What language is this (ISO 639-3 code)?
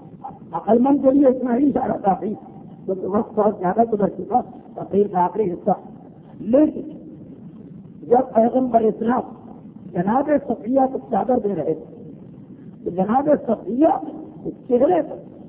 urd